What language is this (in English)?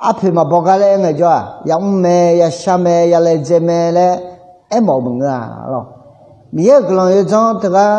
Akha